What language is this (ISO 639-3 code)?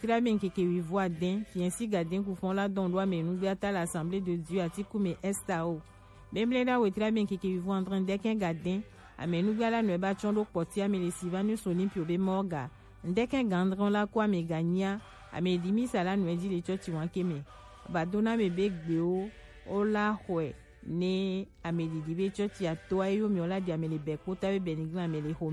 gej